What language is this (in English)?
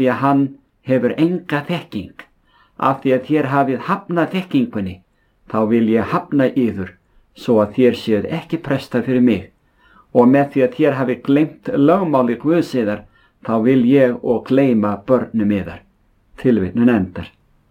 Icelandic